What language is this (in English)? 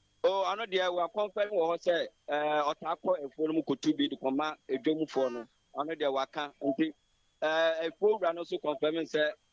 Akan